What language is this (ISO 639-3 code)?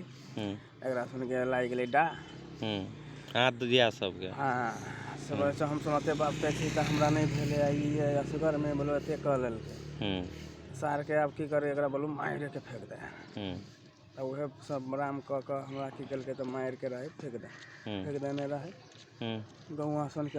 mag